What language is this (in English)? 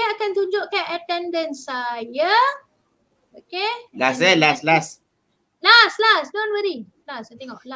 Malay